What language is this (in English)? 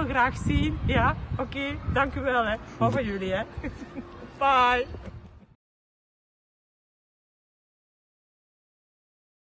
Dutch